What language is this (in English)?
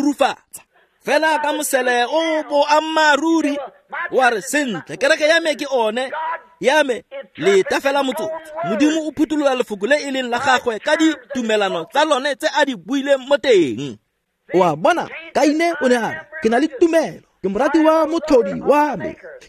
Tswana